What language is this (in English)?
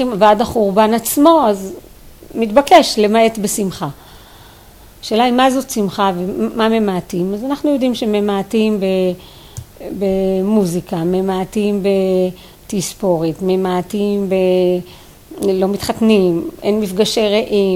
Hebrew